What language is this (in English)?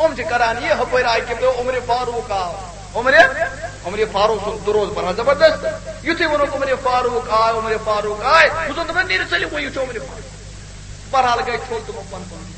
Kashmiri